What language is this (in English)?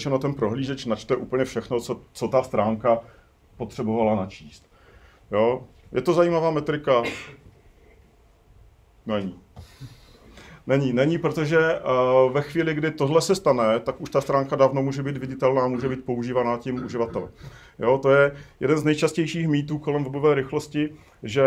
Czech